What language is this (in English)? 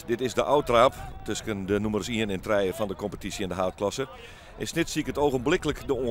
Western Frisian